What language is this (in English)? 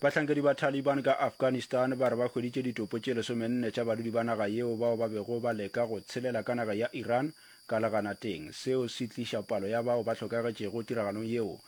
Northern Sotho